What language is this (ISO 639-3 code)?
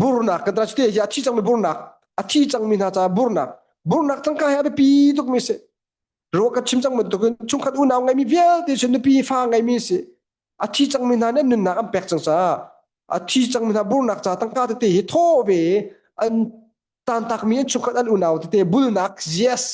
cnh